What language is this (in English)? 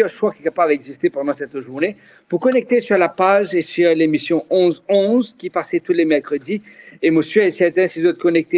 Morisyen